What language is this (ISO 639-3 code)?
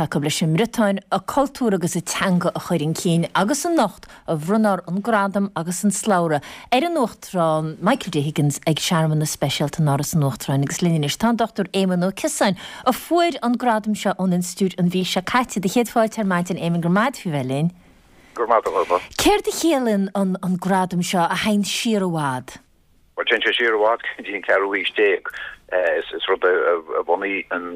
gle